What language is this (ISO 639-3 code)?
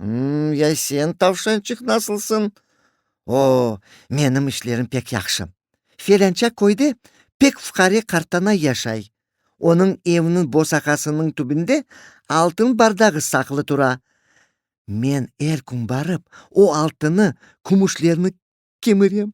crh